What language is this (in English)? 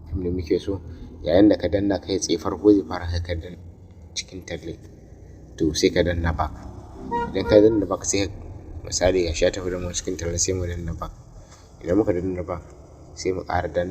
Hausa